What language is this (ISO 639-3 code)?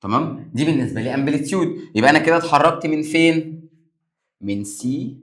arz